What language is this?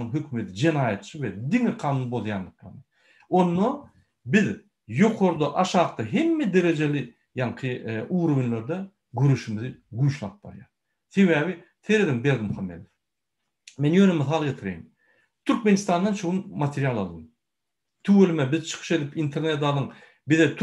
Turkmen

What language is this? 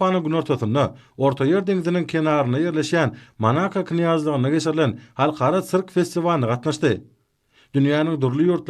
Turkmen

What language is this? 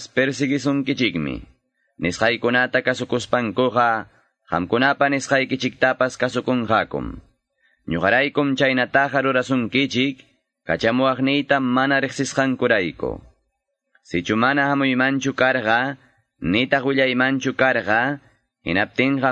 Quechua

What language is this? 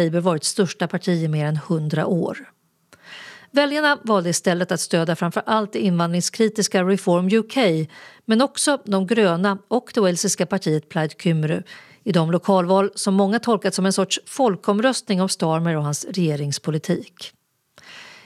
Swedish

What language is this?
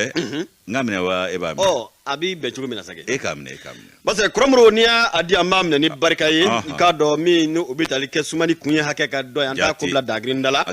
Bambara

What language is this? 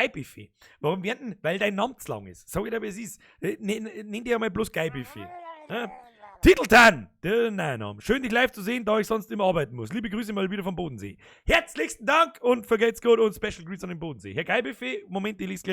Bavarian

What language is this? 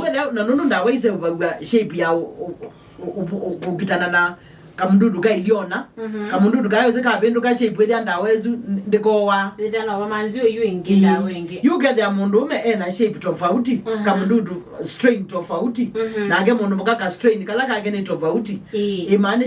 Kamba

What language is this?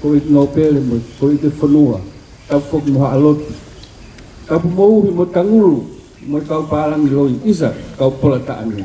Tongan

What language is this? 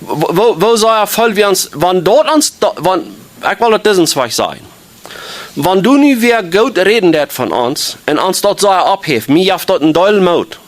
Plautdietsch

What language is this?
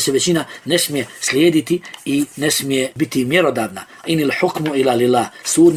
Bosnian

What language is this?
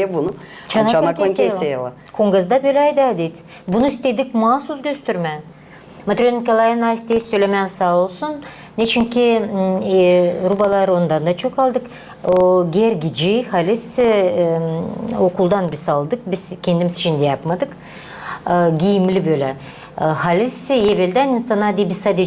Gagauz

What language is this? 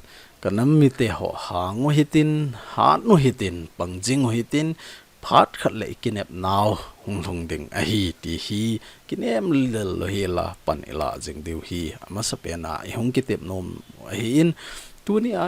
Thado Chin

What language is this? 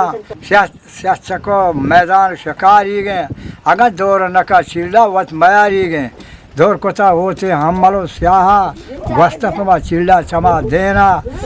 Eastern Balochi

